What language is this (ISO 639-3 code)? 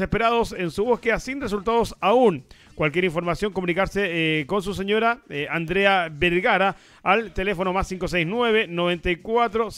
spa